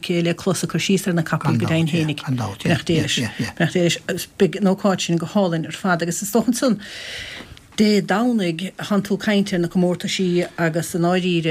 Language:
Irish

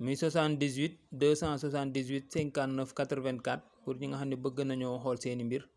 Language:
Wolof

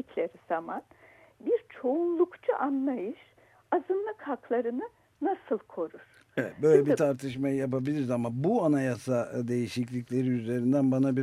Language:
Turkish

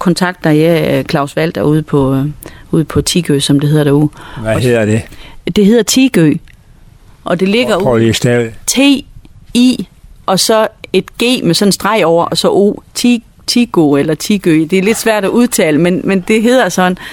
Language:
Danish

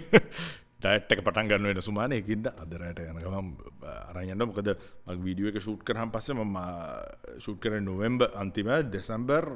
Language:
Sinhala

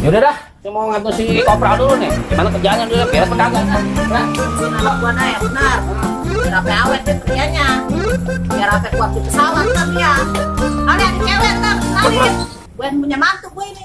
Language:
Betawi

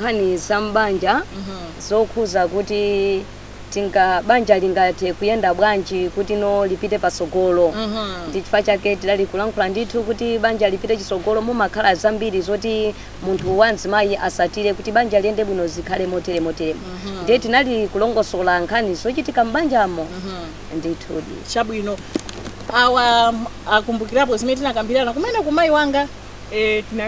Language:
Nyanja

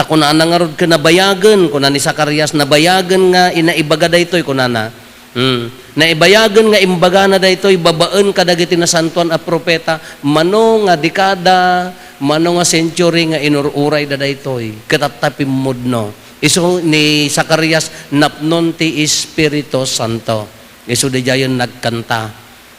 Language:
Iloko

